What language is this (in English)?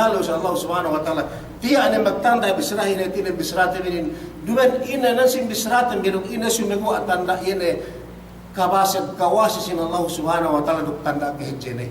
Yakan